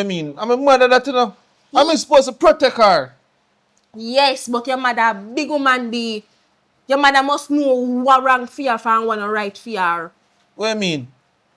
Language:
Jamaican Creole English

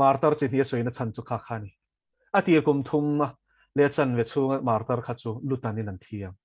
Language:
Mizo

